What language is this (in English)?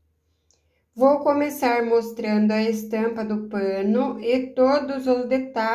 Portuguese